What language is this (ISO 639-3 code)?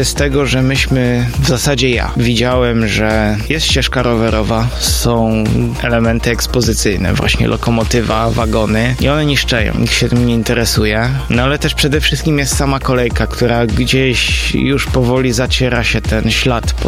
pol